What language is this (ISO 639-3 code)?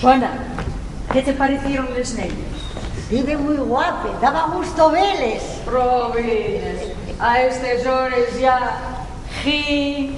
ast